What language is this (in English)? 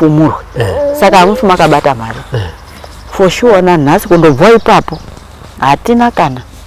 Shona